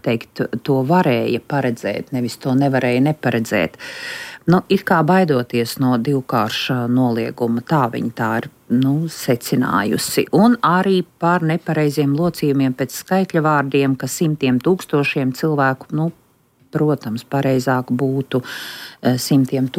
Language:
Latvian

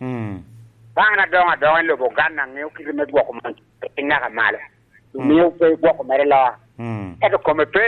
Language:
Lango (Uganda)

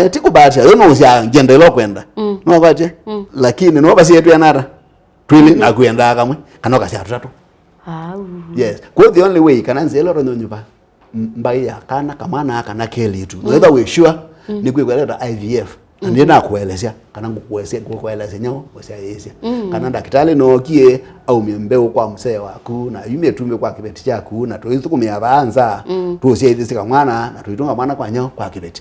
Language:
Kamba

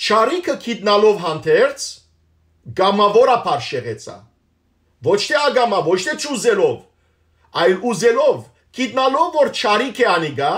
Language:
Western Armenian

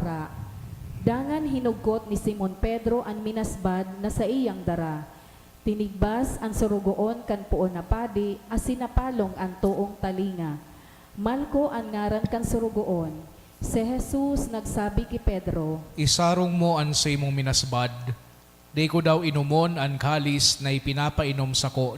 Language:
Bikol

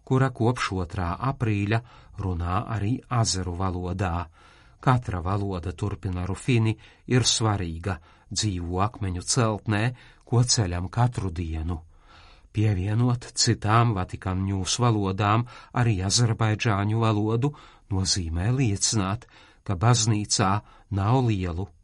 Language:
Latvian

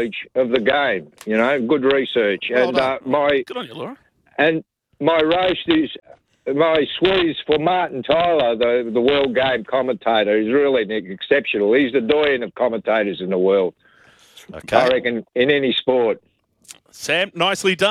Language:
English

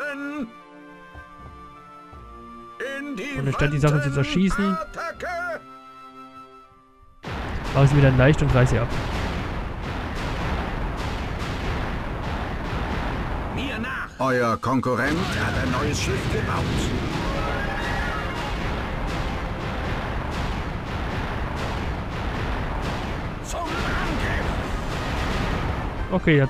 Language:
German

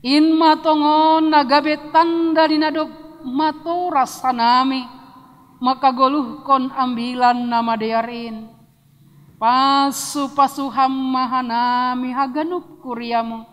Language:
Batak Simalungun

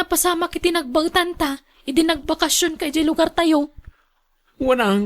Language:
Iloko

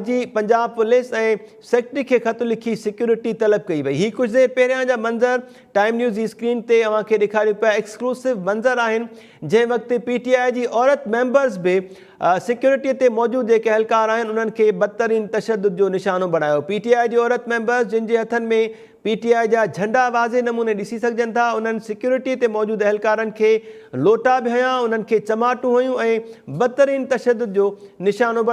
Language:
Sindhi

